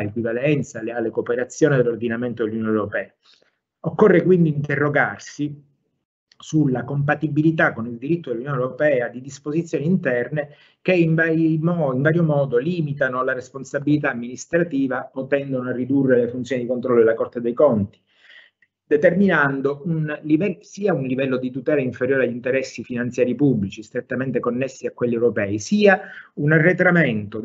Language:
Italian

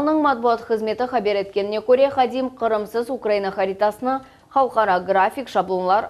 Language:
Crimean Tatar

